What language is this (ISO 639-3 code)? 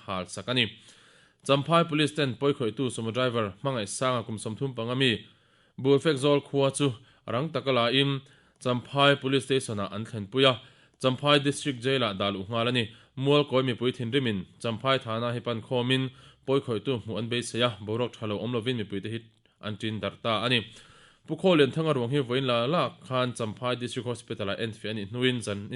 lus